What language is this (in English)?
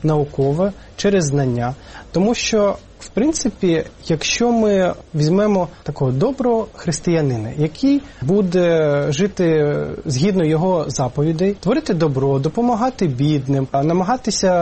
Ukrainian